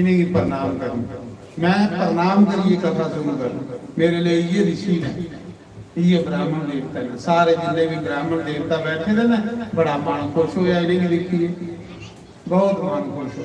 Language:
Dogri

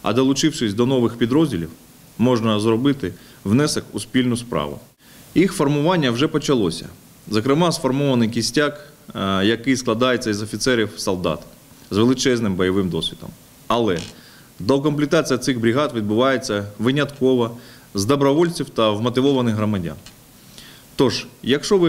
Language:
Ukrainian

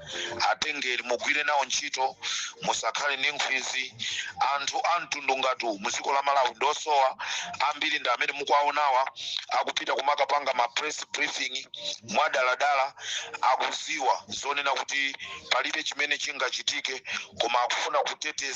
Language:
Nyanja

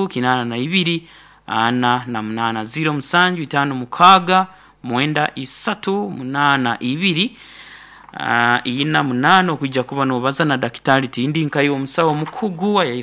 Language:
Nyoro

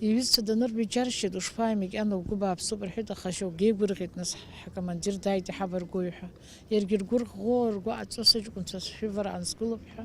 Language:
Abkhazian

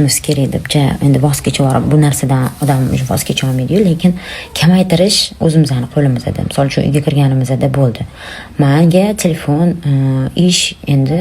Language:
Uzbek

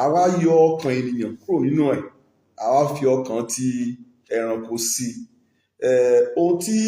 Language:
Yoruba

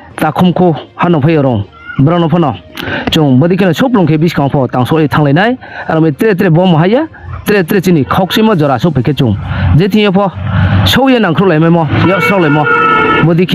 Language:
Riang (India)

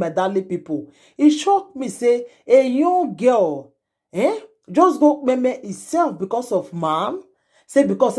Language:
Nigerian Pidgin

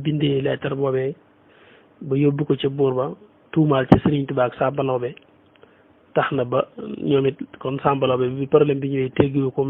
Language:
Wolof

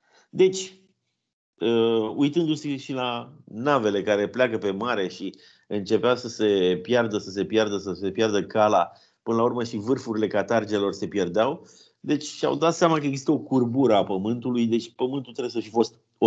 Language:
Romanian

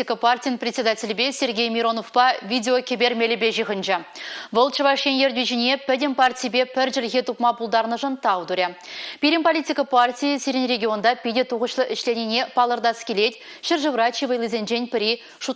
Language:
Chuvash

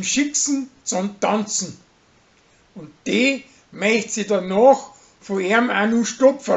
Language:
Bavarian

